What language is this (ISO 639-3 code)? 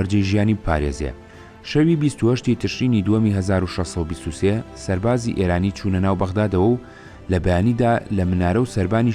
ckb